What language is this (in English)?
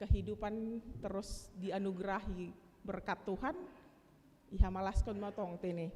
Batak Simalungun